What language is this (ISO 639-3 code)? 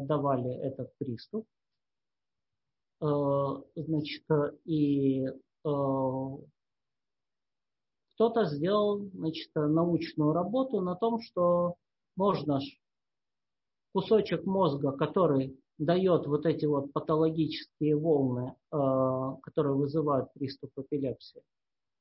rus